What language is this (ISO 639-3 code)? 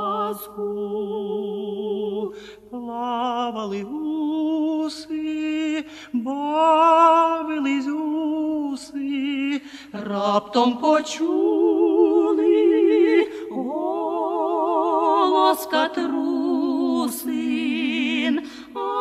ukr